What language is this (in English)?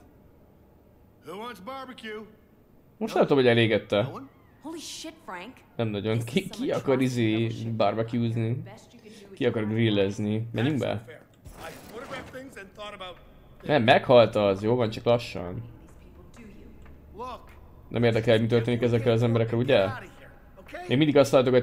Hungarian